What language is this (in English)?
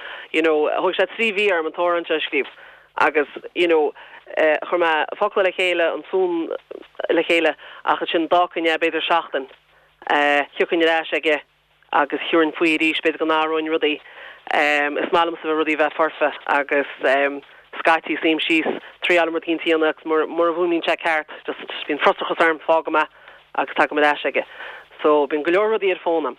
Irish